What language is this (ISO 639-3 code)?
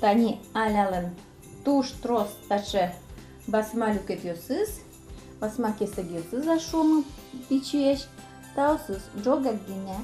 udm